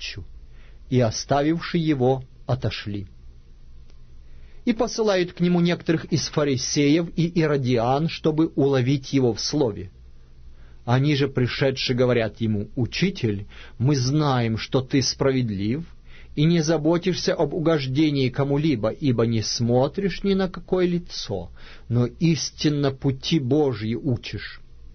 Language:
Russian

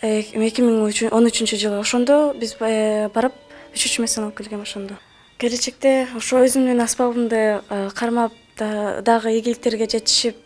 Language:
Kyrgyz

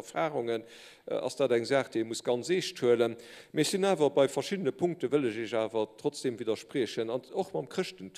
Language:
Luxembourgish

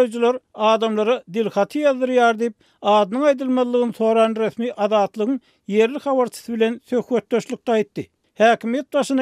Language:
Turkmen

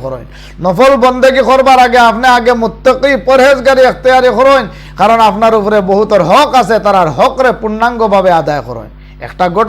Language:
Sylheti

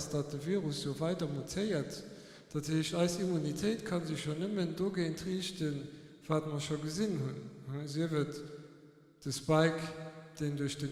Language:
Luxembourgish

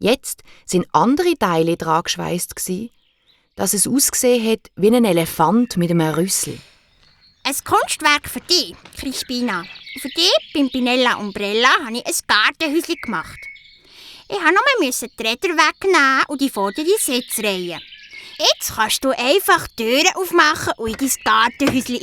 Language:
Swiss German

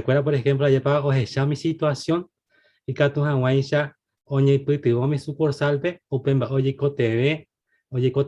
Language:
Guarani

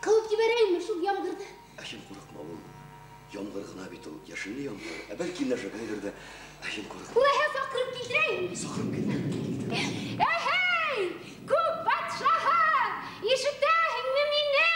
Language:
Bashkir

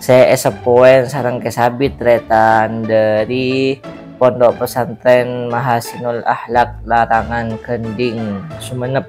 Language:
Madurese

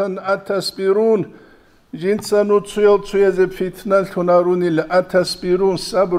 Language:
Avaric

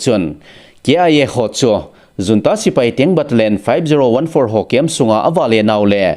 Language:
Thado Chin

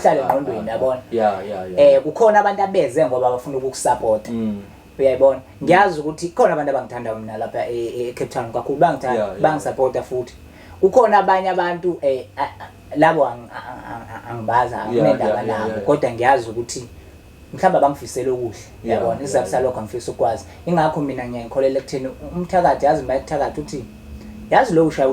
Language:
Zulu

